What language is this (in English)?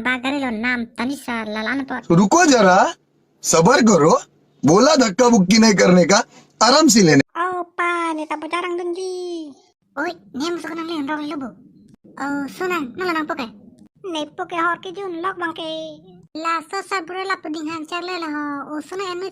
Karbi